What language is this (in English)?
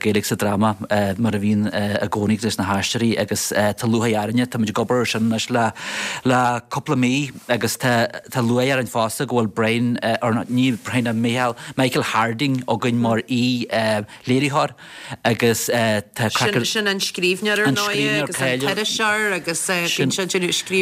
Irish